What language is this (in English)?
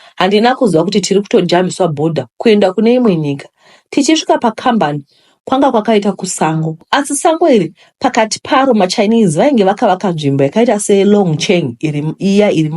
Shona